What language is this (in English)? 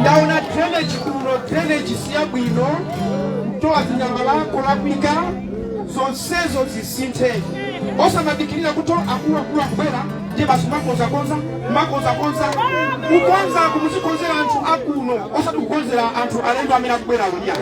Nyanja